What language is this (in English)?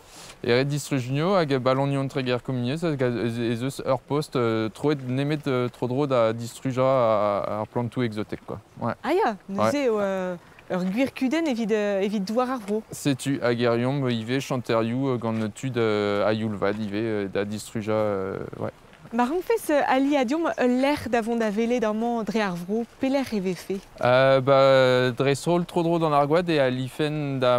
Breton